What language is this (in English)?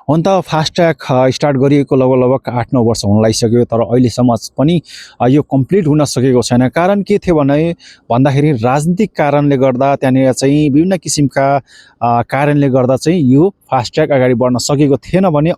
Nepali